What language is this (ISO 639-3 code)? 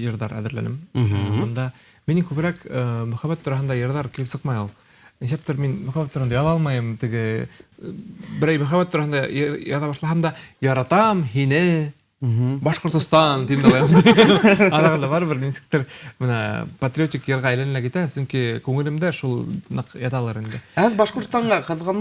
bak